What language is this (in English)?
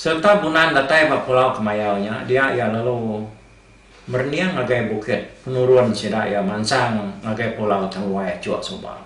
Iban